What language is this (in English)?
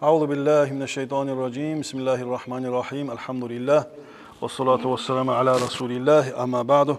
Kumyk